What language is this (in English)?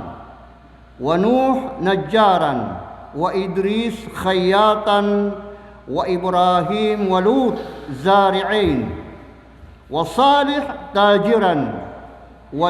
Maranao